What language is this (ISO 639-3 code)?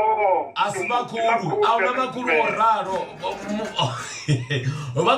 ven